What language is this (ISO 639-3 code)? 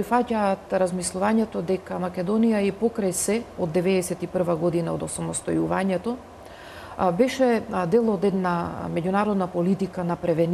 mkd